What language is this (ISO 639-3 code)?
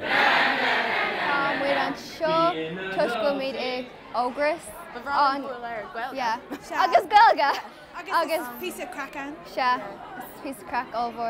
gle